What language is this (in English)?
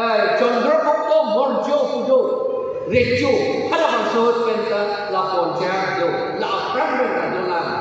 Karbi